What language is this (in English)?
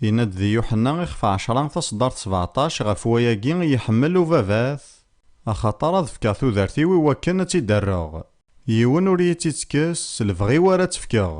Kabyle